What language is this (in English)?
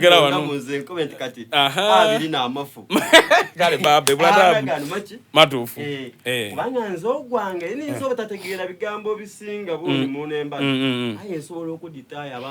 Soga